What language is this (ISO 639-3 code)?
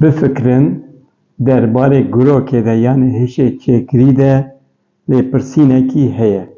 kur